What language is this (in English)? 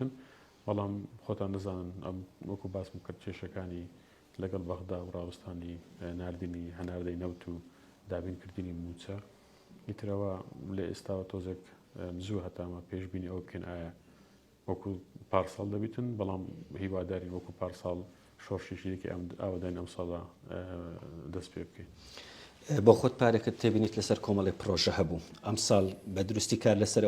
Central Kurdish